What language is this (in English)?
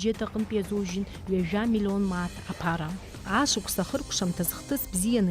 Abkhazian